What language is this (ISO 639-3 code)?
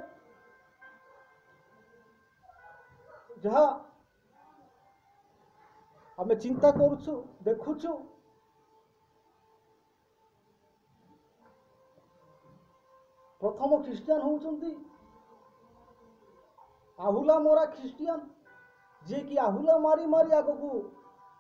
ori